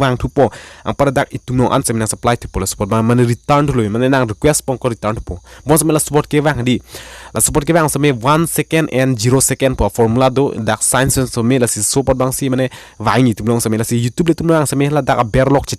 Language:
Karbi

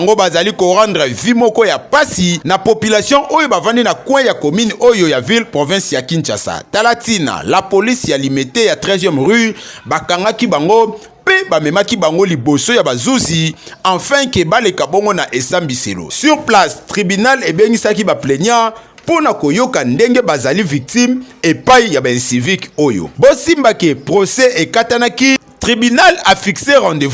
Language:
Lingala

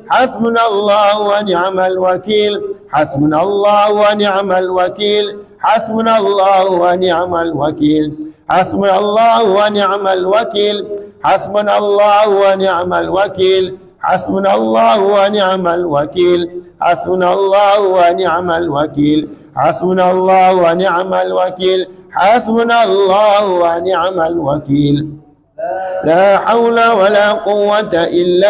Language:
Arabic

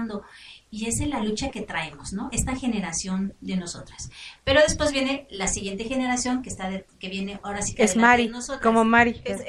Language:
Spanish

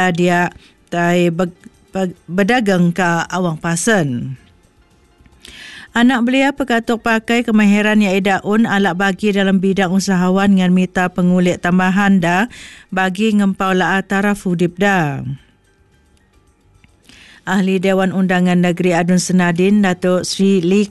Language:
Malay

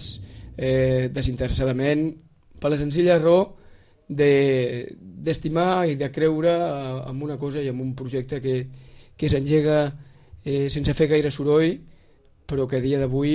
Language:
Catalan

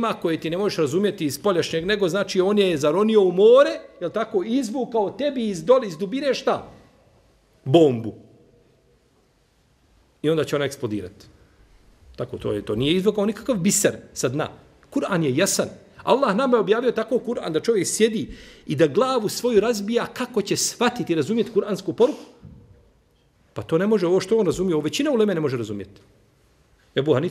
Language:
Bosnian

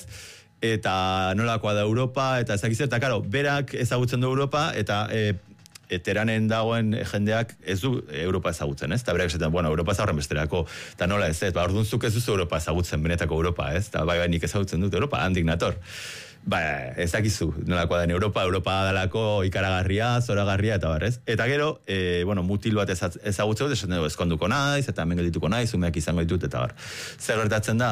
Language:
Basque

